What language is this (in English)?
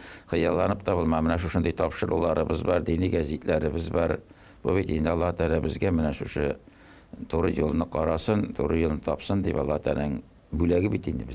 Tatar